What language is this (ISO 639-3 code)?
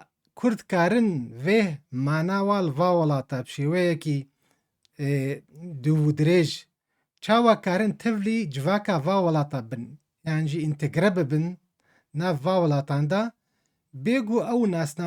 kur